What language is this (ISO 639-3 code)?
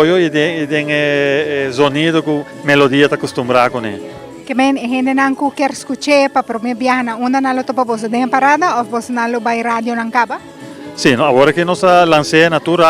pap